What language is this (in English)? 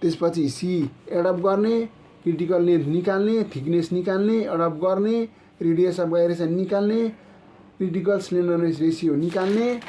Nepali